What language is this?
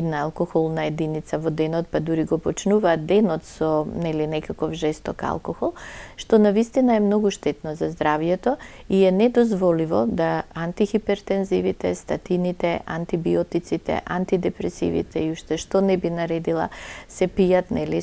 Macedonian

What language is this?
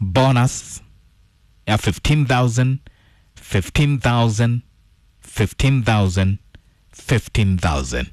Kikuyu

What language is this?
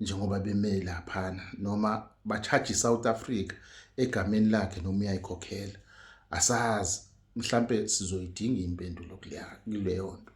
Zulu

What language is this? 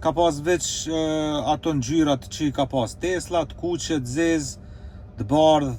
Albanian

